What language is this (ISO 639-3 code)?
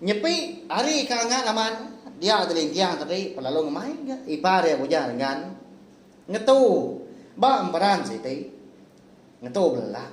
iba